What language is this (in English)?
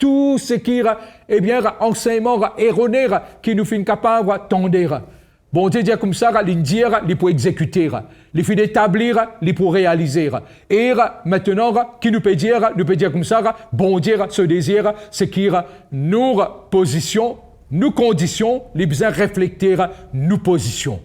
Morisyen